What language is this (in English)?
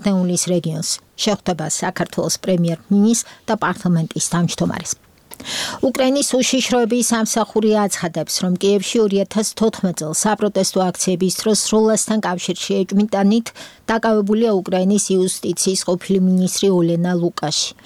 Georgian